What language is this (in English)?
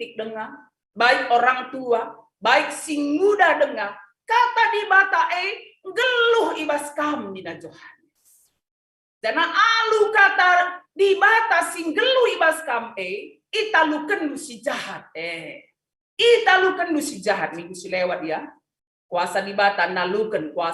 Batak Karo